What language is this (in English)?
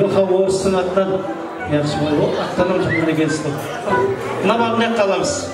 Kara-Kalpak